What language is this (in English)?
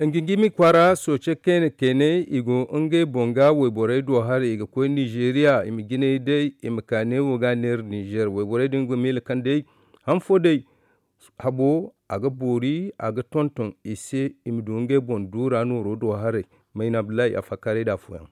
Zarma